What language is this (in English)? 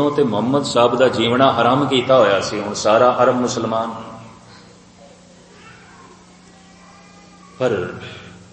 Punjabi